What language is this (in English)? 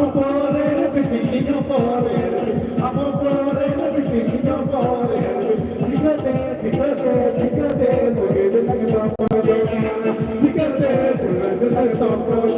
Santali